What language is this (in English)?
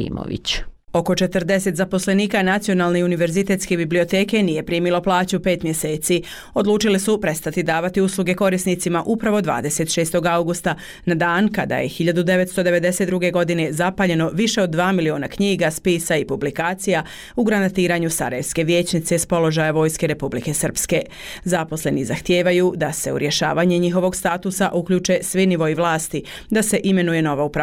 Bosnian